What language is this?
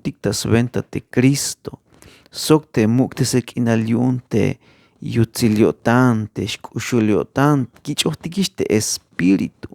Tzeltal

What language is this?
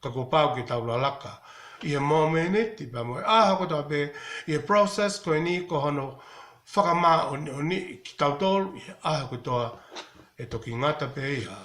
Tongan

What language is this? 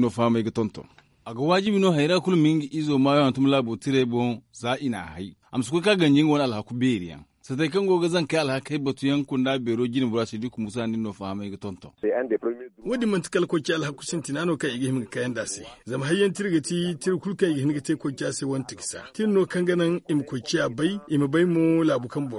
Zarma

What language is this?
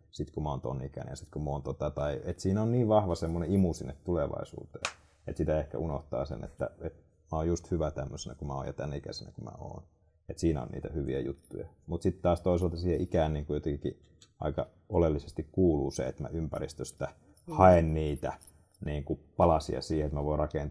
Finnish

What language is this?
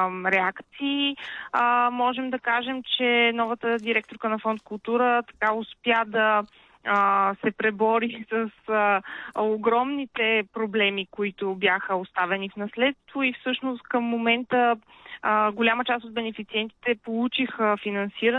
Bulgarian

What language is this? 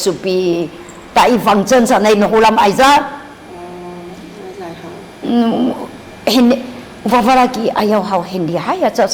Sakizaya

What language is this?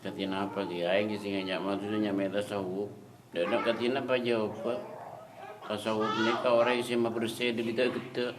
Madurese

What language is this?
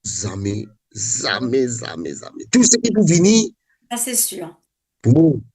Morisyen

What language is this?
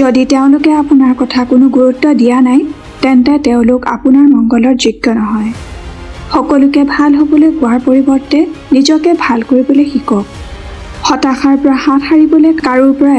Assamese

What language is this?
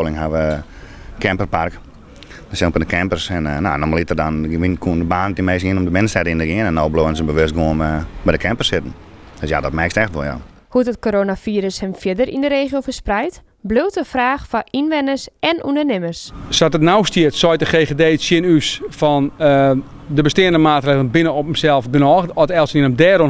Western Frisian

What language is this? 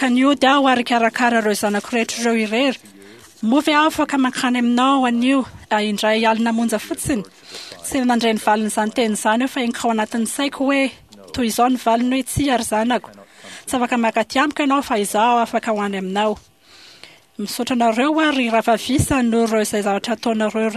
Malagasy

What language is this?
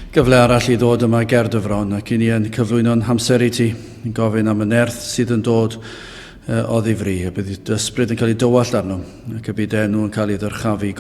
Welsh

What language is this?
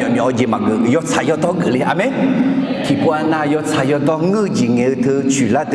Akha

